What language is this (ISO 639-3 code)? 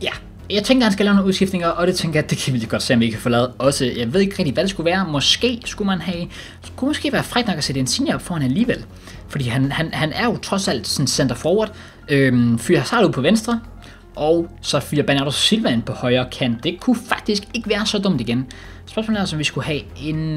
dan